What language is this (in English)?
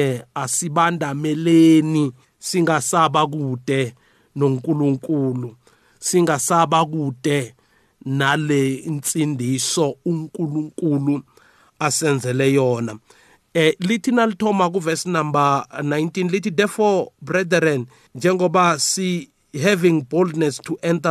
South Ndebele